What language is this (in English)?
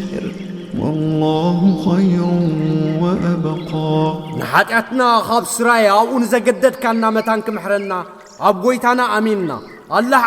Tigrinya